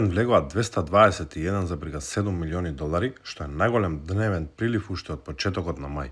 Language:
Macedonian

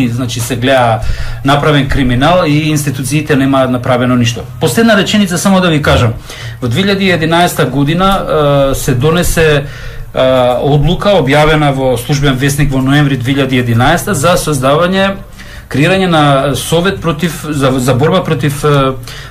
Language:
Macedonian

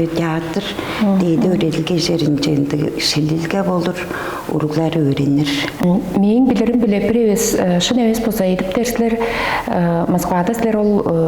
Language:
Tuvinian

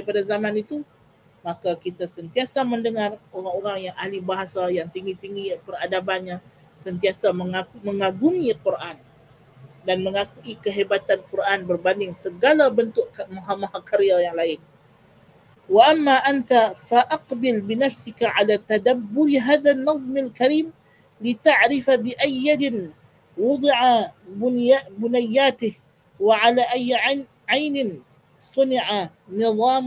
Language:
Malay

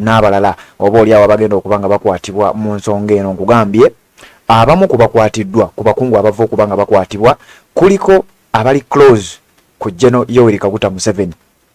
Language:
Ganda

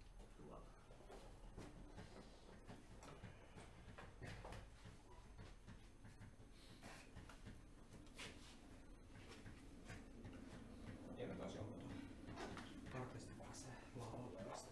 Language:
Finnish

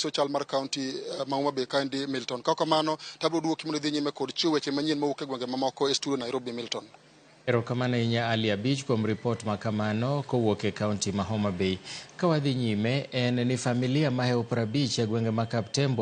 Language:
Luo (Kenya and Tanzania)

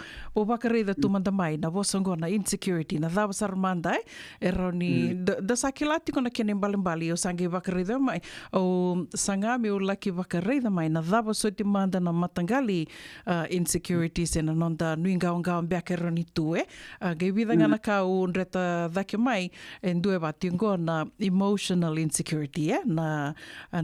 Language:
Fijian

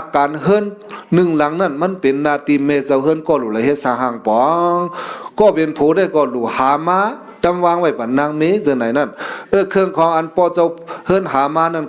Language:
Shan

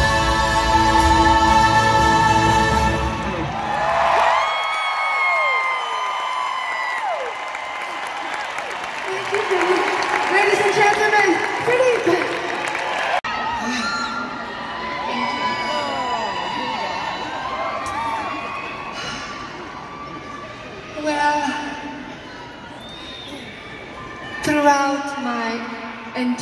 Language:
English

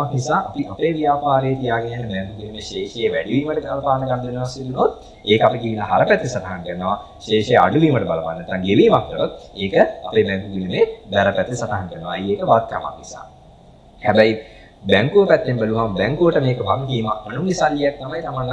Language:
Sinhala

